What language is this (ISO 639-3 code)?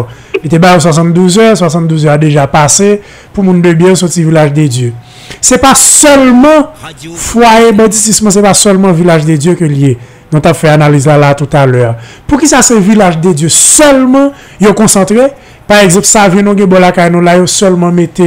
hat